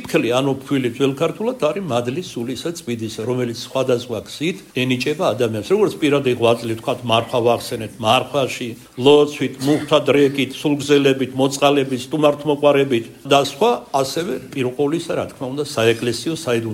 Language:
Georgian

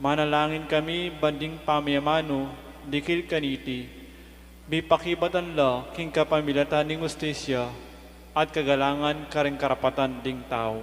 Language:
Pampanga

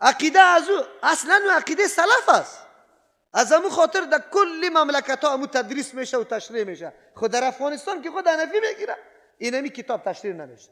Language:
Persian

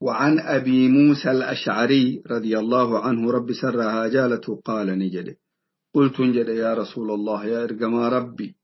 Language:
Oromo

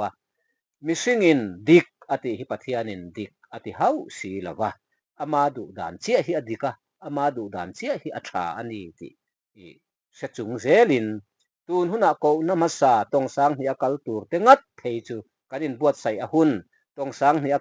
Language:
Mizo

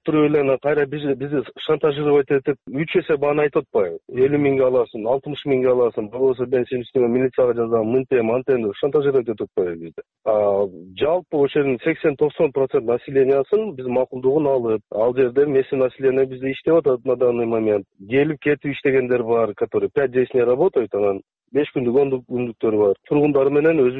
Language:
Kyrgyz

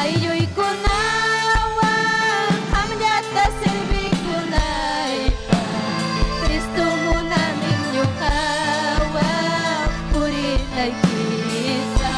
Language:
Ayacucho Quechua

